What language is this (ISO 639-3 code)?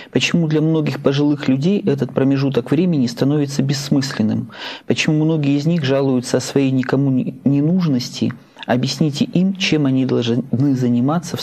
rus